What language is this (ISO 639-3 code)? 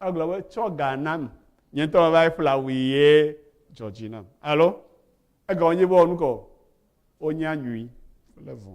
ewe